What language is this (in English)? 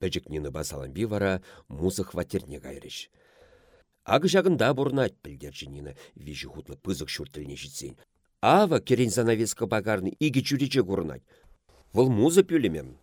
Chuvash